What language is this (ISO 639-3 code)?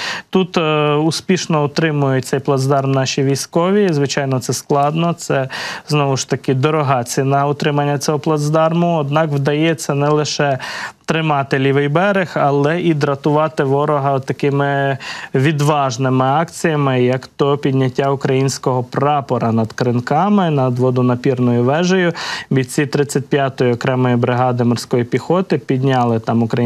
ukr